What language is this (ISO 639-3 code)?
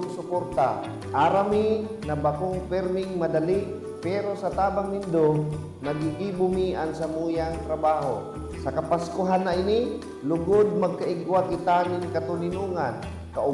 bik